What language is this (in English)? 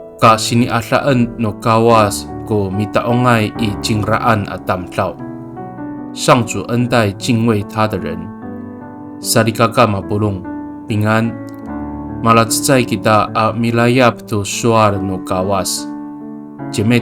Amis